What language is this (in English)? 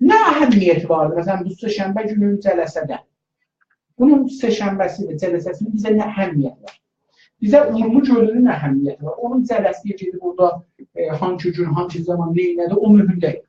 South Azerbaijani